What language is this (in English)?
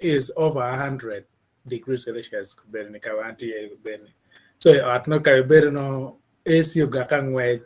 Acoli